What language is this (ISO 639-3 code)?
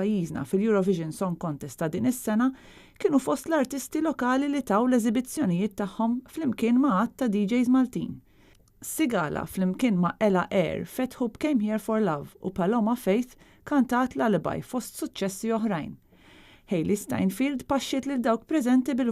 mlt